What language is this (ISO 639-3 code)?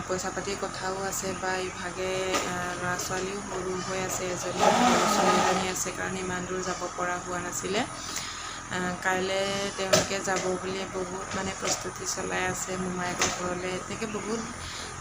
asm